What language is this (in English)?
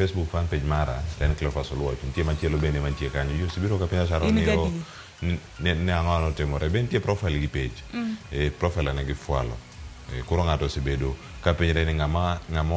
Luo (Kenya and Tanzania)